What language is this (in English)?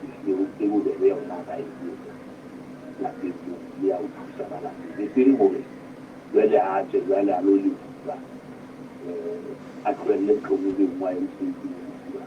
Southern Sotho